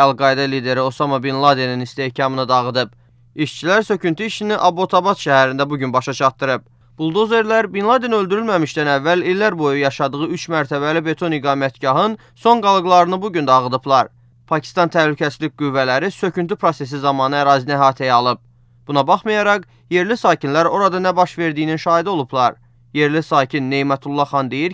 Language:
Azerbaijani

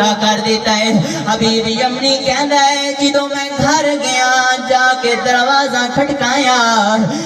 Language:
Saraiki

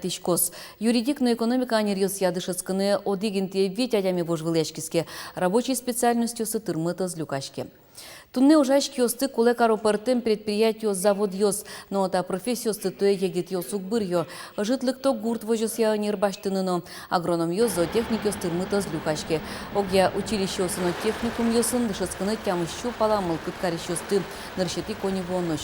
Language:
Udmurt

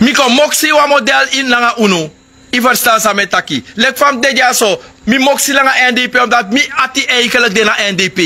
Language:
Sranan Tongo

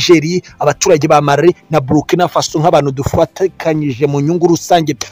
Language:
Kinyarwanda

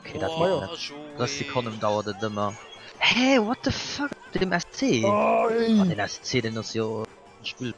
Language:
Luxembourgish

